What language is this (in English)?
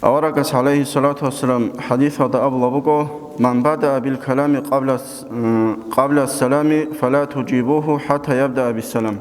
Avaric